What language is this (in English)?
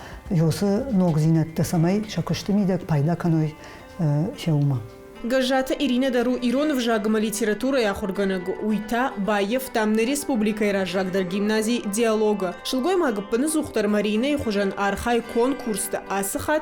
Ossetic